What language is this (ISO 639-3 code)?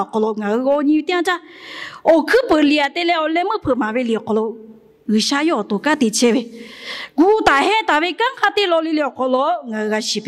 lhu